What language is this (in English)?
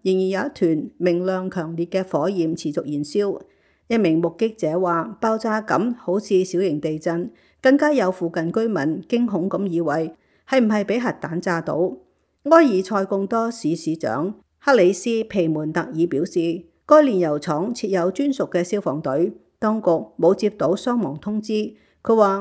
Cantonese